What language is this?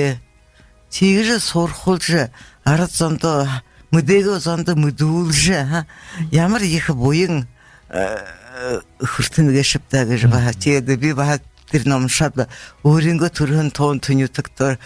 Buriat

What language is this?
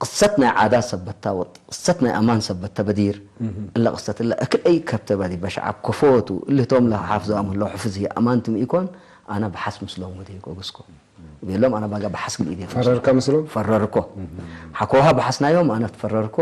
Tigre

